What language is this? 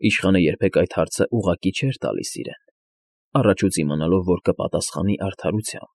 Armenian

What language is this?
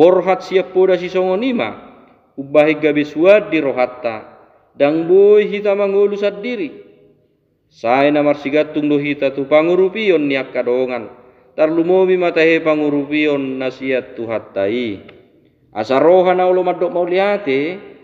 Batak Toba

